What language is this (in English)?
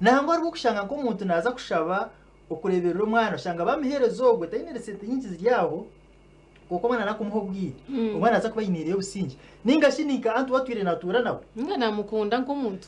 Nyankole